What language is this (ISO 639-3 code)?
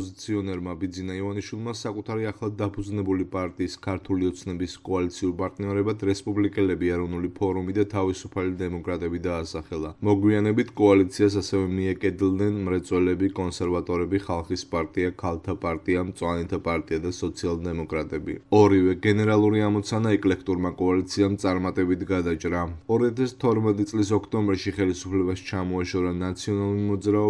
kat